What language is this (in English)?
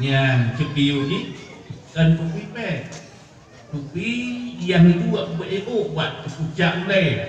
Achinese